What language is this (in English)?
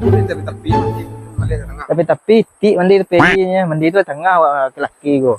Minangkabau